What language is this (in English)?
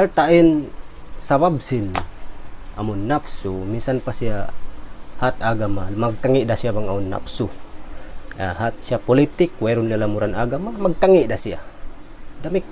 Tausug